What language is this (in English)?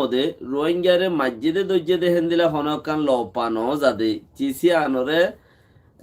Rohingya